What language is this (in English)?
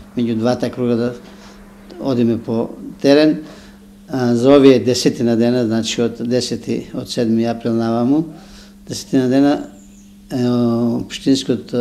Macedonian